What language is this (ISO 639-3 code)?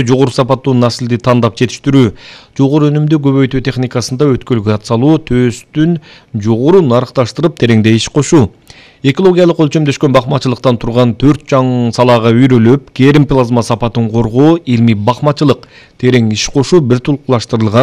kir